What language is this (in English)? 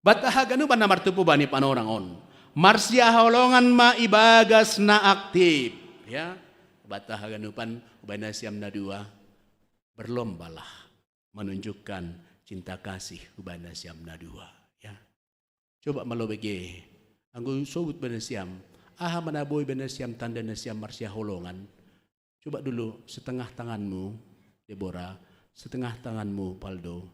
Batak Simalungun